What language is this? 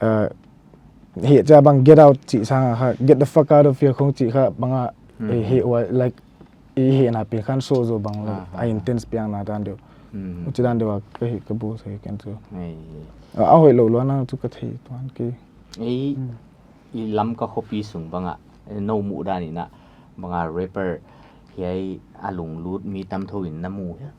Paite Chin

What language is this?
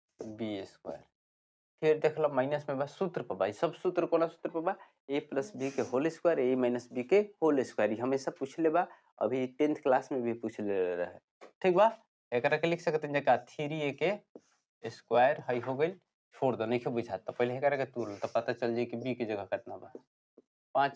Bhojpuri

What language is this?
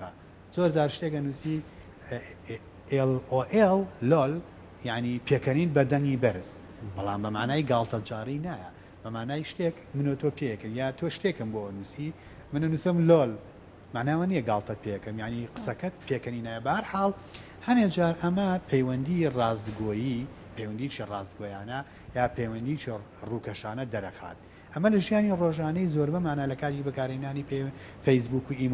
Central Kurdish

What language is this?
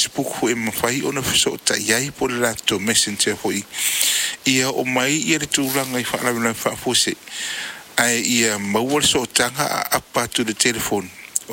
Samoan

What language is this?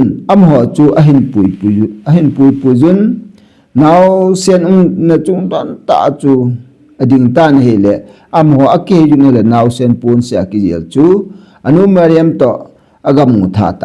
Thado Chin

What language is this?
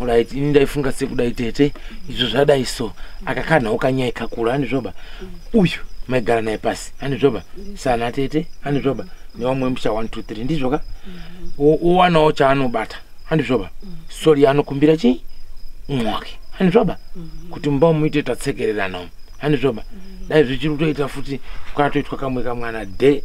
Shona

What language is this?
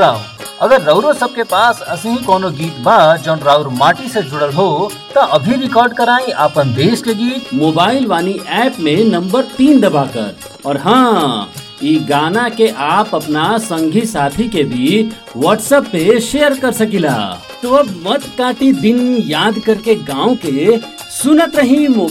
Bhojpuri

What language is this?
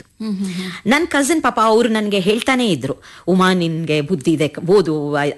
Kannada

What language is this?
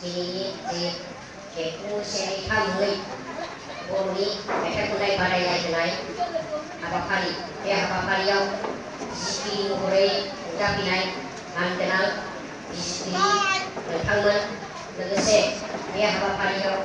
Bodo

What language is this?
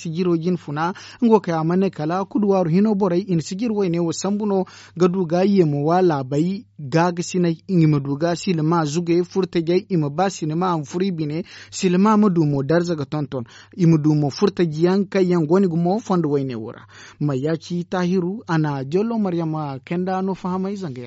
Zarma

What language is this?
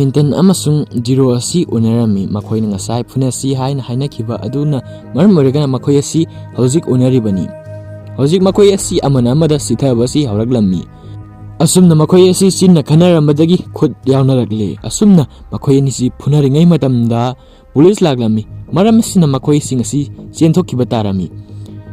Manipuri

